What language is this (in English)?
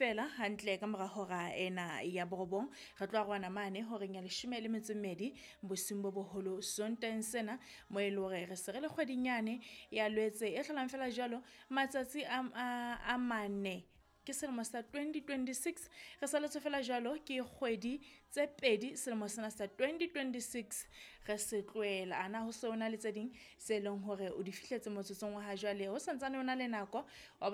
Southern Sotho